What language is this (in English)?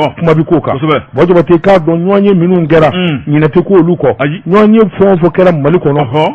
Bambara